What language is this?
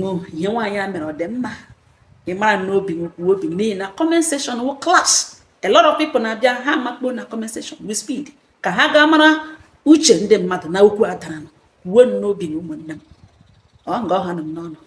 Igbo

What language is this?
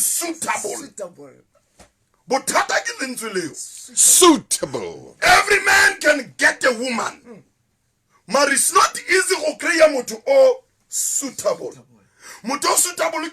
Southern Sotho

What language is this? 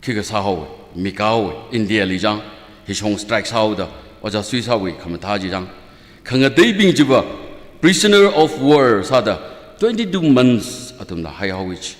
Tangkhul Naga (India)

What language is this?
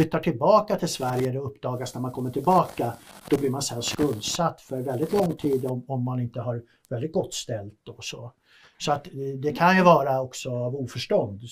Swedish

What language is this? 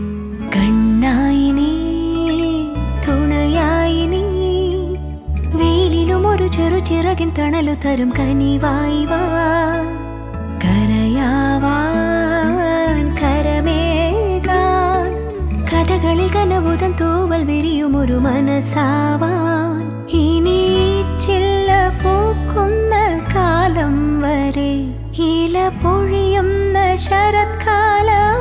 Malayalam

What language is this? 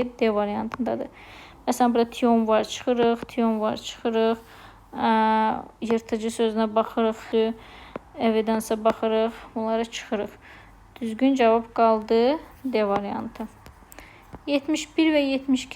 Azerbaijani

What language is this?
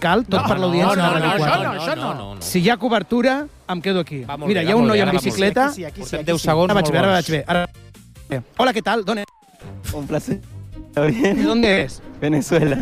Catalan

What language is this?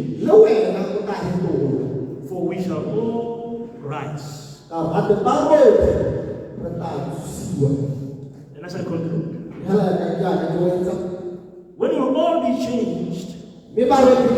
Tswana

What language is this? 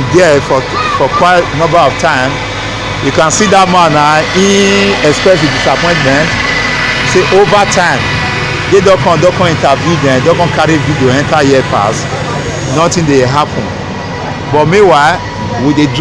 Nigerian Pidgin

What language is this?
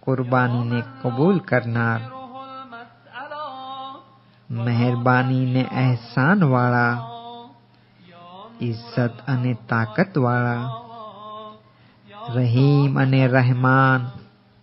Gujarati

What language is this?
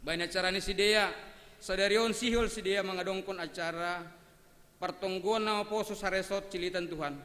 Batak Simalungun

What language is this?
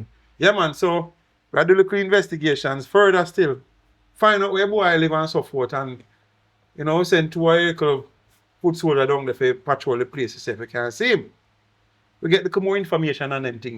Jamaican Creole English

